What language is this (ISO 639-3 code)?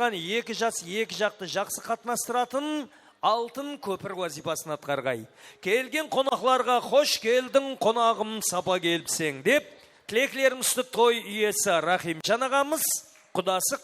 kaa